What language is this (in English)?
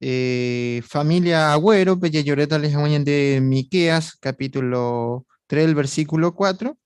Guarani